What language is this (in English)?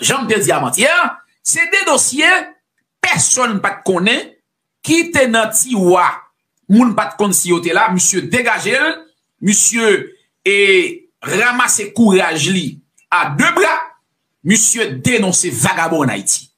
Haitian Creole